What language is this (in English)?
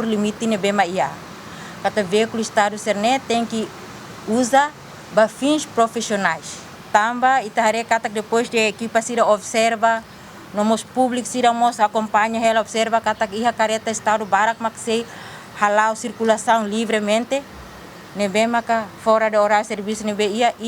Tetum